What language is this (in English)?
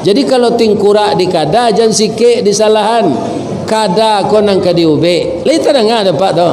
Minangkabau